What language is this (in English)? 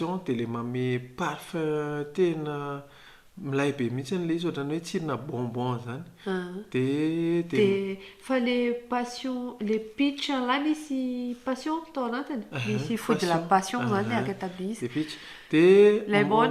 Malagasy